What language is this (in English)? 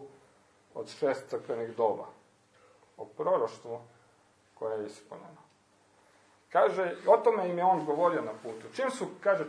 Croatian